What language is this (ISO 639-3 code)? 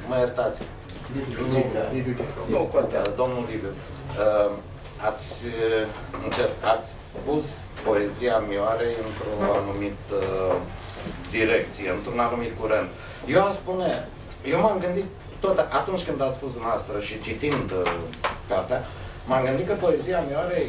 ron